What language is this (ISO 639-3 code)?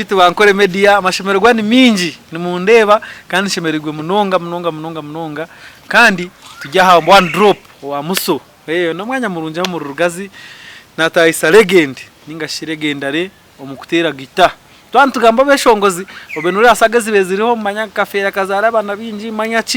nyn